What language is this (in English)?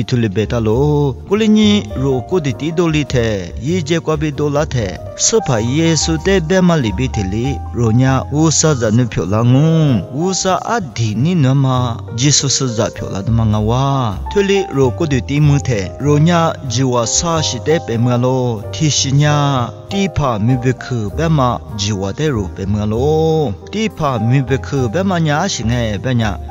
Lisu